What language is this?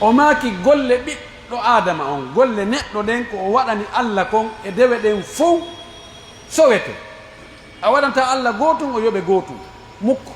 Pular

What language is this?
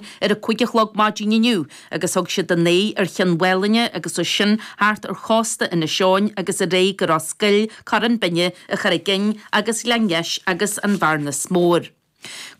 Irish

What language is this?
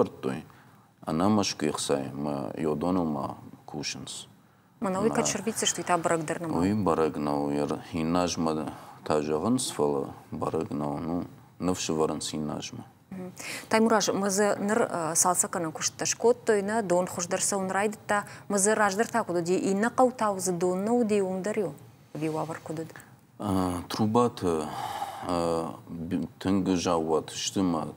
Ossetic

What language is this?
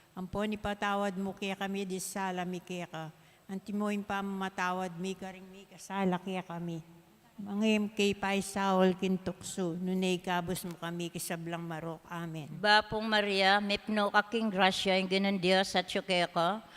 Pampanga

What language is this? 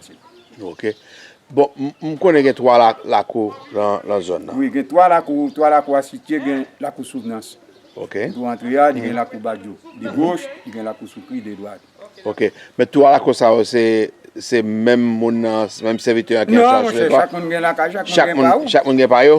Haitian Creole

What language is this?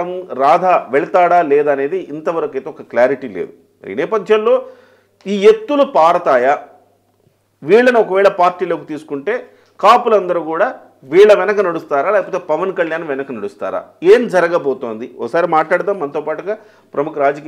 Telugu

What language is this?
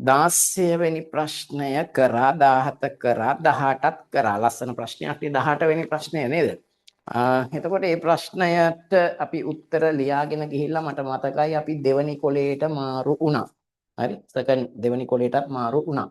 Sinhala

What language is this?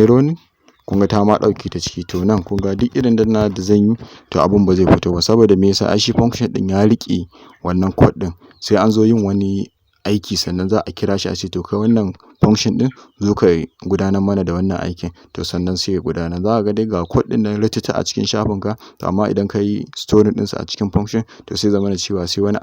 Hausa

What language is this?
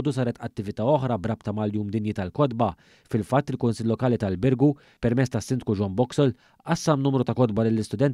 Maltese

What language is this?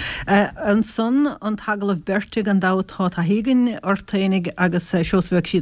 Irish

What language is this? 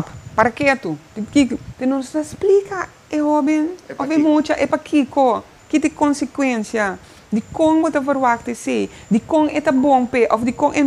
Papiamento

